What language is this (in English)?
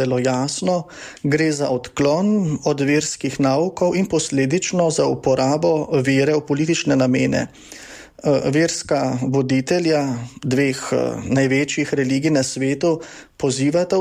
Slovenian